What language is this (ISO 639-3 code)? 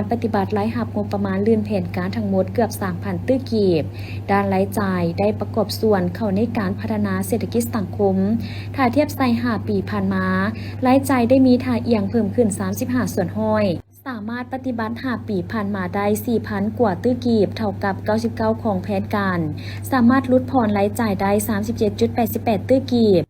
lao